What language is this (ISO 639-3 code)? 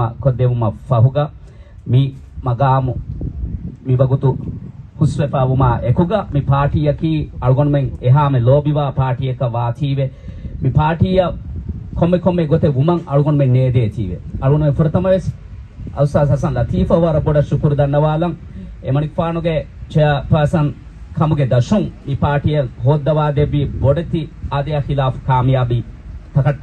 div